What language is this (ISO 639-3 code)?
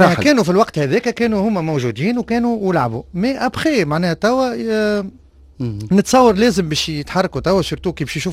aeb